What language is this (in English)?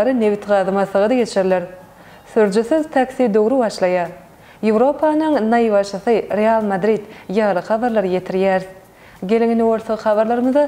Turkmen